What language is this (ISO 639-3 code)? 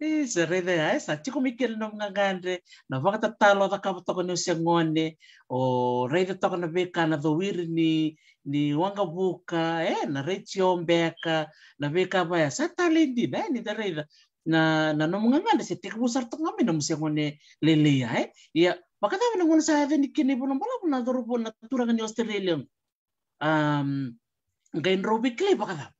fij